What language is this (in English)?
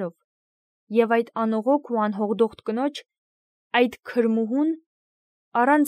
Armenian